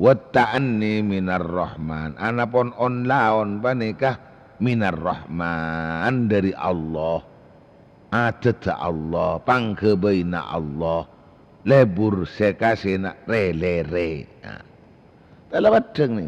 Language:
Madurese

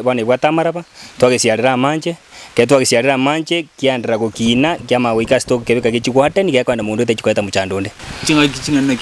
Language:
Gusii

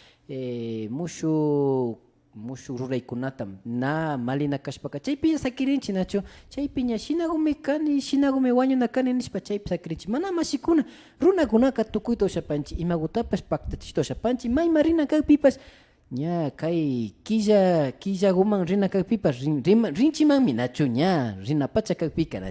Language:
Imbabura Highland Quichua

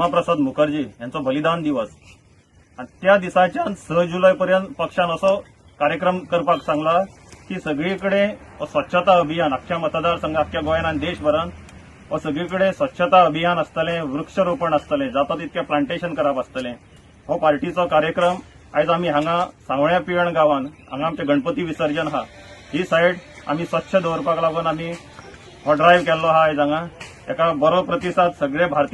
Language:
Konkani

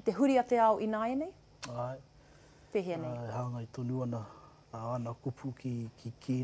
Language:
Māori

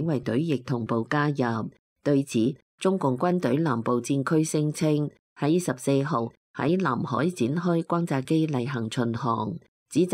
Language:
Cantonese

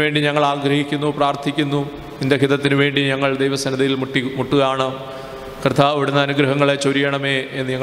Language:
Malayalam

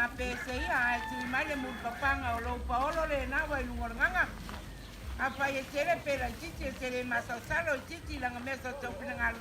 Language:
Samoan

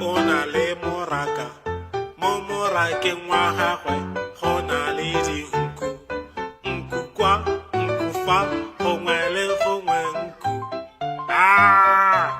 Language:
Tswana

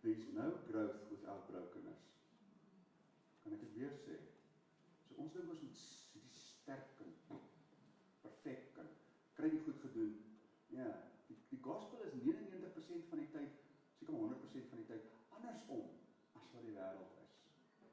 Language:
Afrikaans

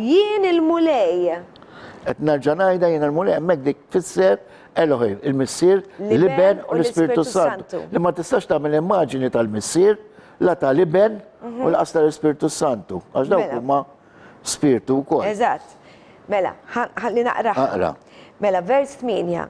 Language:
Maltese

